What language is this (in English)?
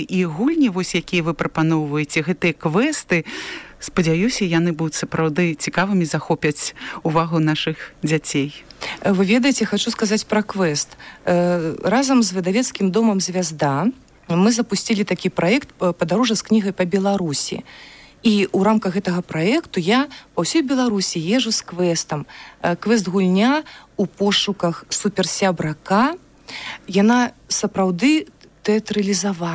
Belarusian